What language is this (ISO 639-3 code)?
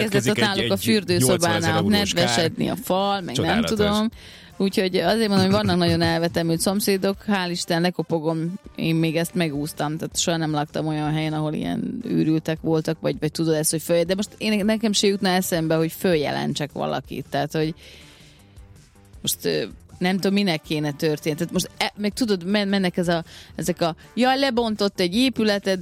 hun